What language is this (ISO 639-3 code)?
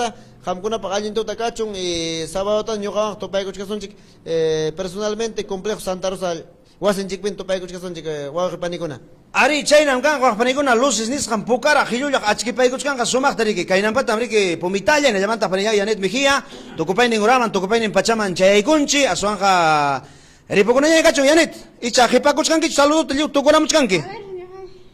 quy